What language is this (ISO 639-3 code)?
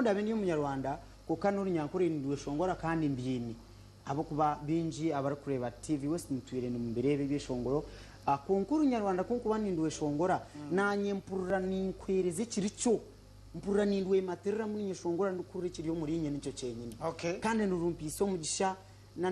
nyn